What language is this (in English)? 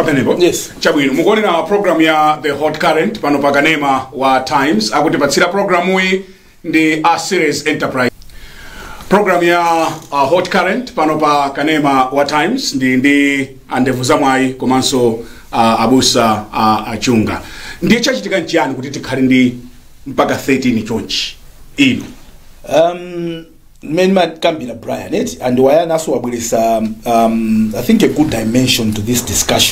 Nyanja